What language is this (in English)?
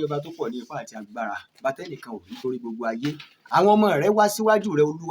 Yoruba